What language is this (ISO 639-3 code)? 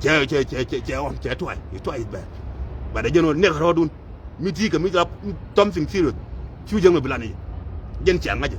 nus